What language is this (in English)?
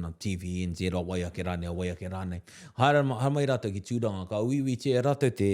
Māori